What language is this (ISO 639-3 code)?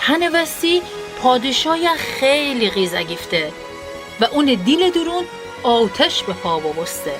glk